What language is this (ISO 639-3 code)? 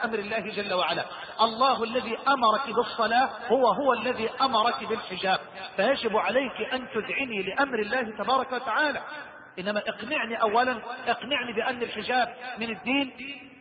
ara